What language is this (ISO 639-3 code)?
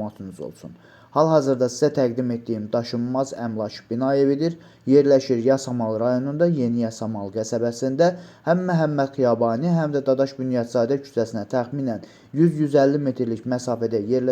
aze